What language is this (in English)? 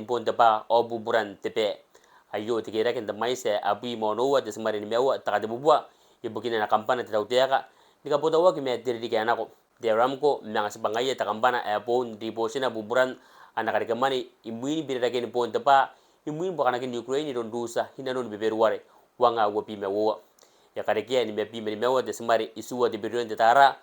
Gilbertese